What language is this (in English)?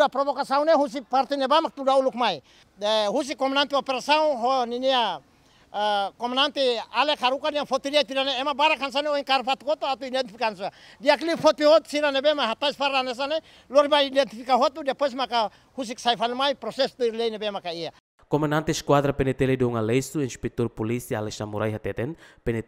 Tetum